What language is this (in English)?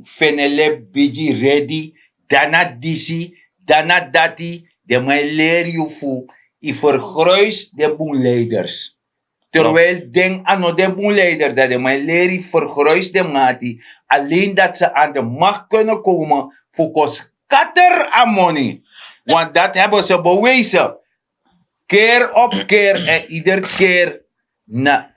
Sranan Tongo